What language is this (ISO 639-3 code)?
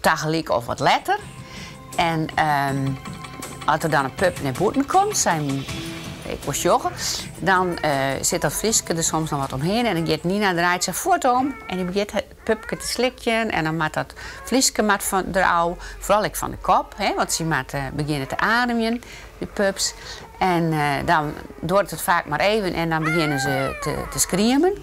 fry